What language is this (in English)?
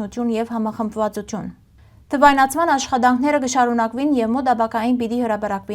Western Armenian